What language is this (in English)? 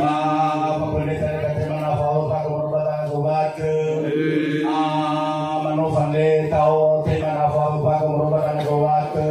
Nias